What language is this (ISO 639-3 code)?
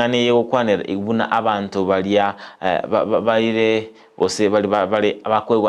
guz